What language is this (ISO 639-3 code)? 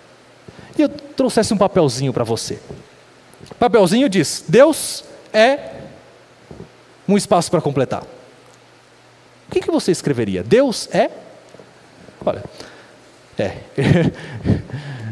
por